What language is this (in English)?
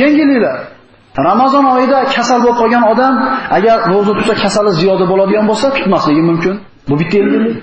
Uzbek